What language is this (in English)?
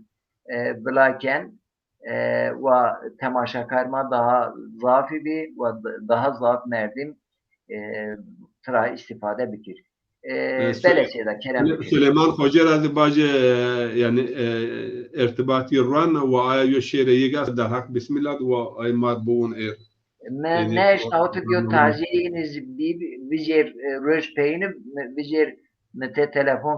Zaza